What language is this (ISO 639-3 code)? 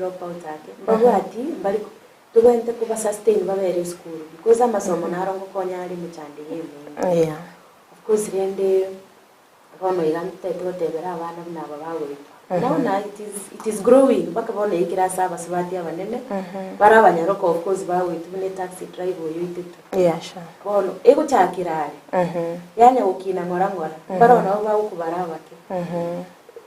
guz